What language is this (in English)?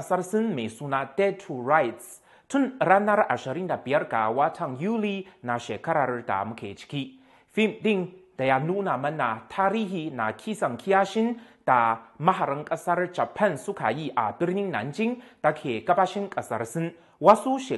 Hausa